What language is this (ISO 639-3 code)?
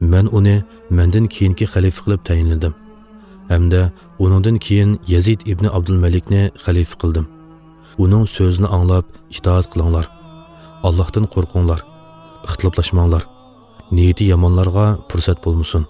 uig